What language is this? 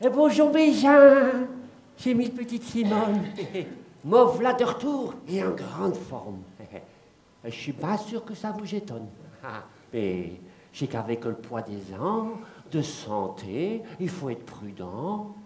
Picard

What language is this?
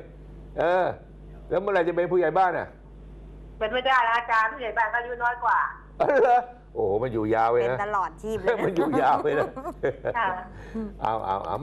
Thai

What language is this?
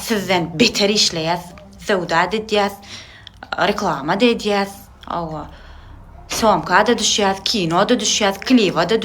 Turkmen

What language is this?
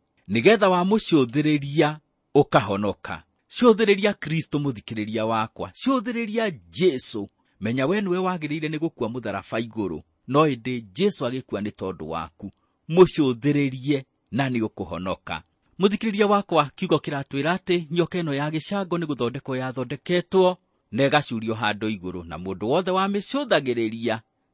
Kikuyu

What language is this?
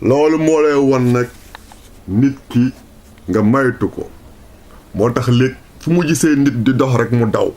Wolof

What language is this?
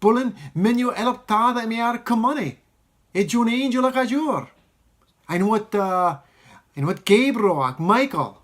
Marshallese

